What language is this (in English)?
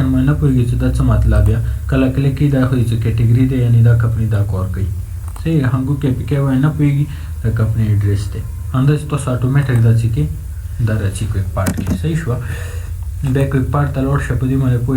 Pashto